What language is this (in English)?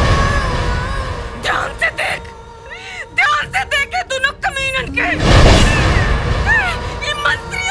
Bhojpuri